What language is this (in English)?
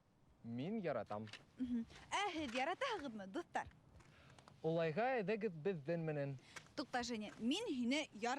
Bashkir